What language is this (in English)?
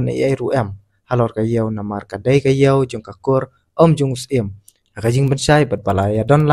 Khasi